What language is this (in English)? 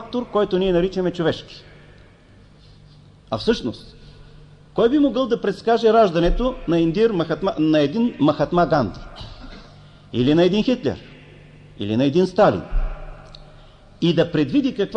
Bulgarian